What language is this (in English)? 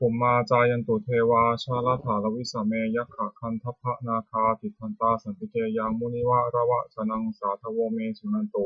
Pali